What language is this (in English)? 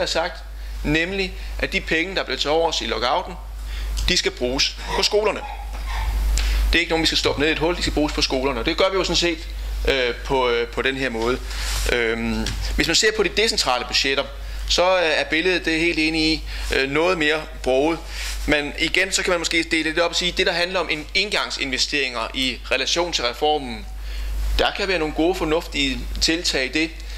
Danish